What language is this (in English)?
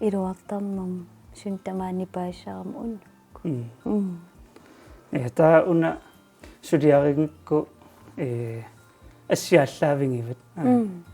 Kalaallisut